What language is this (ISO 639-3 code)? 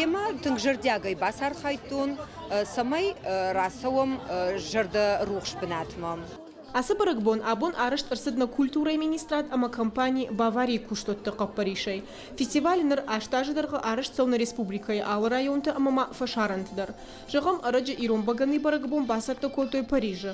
oss